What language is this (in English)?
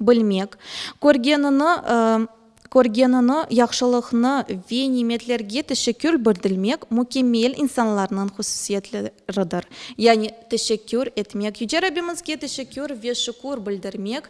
Crimean Tatar